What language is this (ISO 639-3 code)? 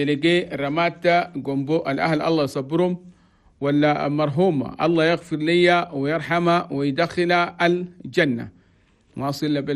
shu